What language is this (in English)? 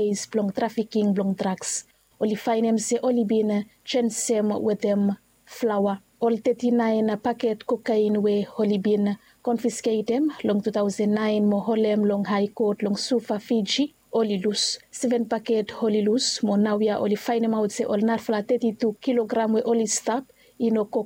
Bislama